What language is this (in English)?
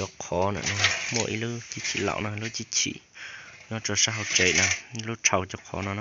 Hmong